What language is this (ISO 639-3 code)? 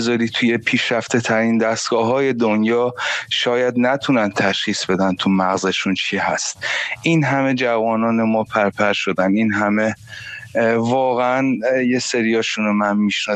fas